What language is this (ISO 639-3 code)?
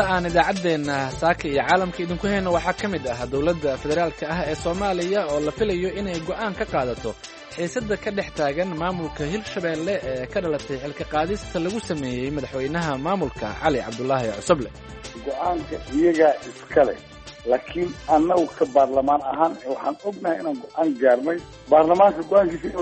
som